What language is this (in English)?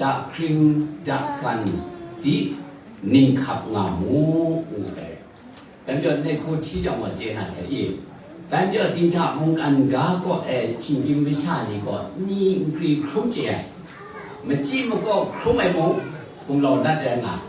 Kachin